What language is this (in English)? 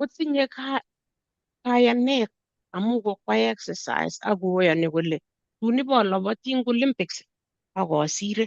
Kalenjin